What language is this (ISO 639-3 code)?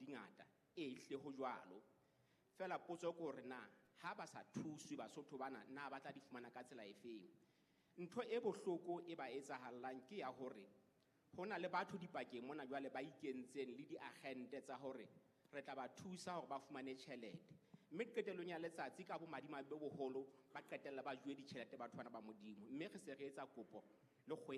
sot